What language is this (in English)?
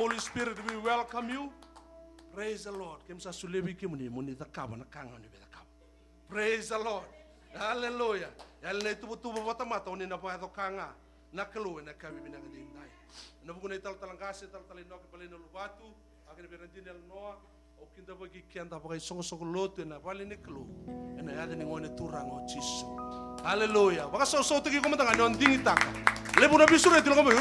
Fijian